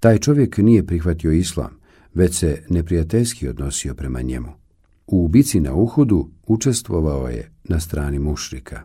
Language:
Bosnian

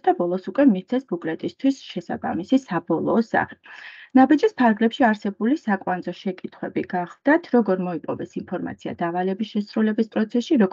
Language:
Georgian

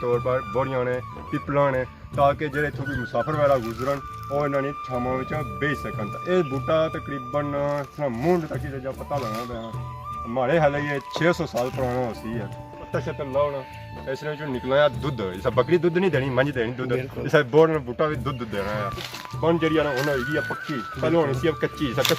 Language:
Pahari-Potwari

